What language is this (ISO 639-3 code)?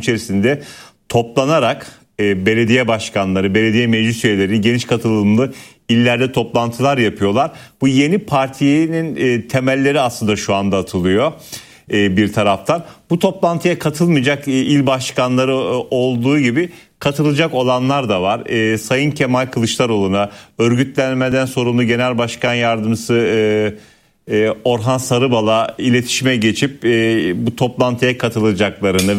tur